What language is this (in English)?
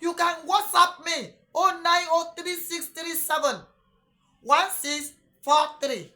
Yoruba